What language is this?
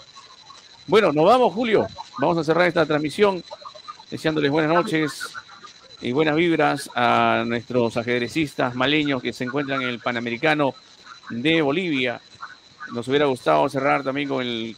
Spanish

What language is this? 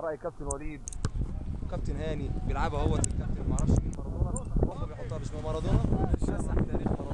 Egyptian Arabic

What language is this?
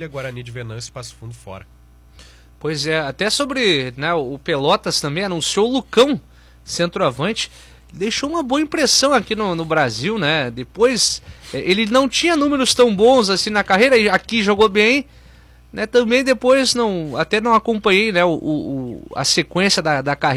Portuguese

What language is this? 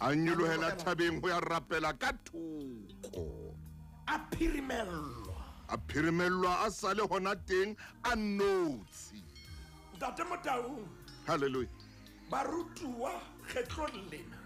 Southern Sotho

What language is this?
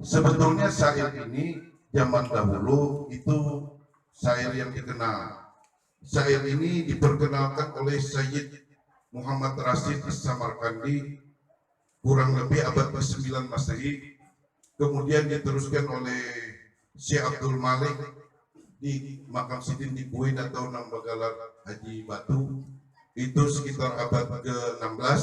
Banjar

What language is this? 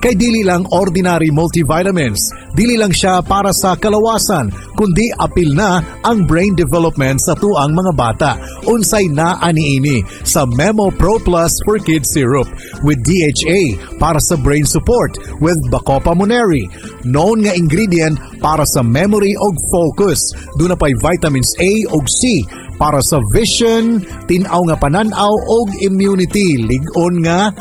Cebuano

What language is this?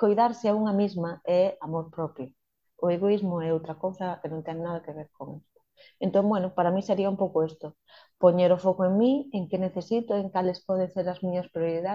Galician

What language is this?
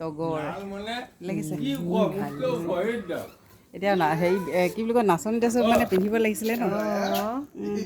Assamese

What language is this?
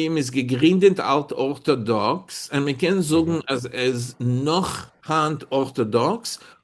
Yiddish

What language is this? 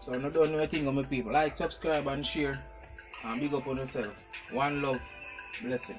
Jamaican Creole English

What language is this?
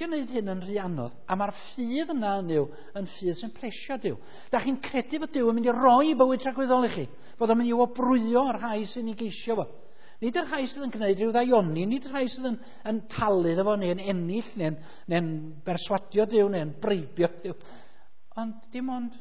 Welsh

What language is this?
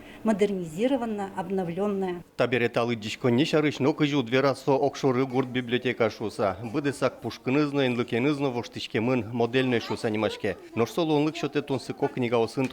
Udmurt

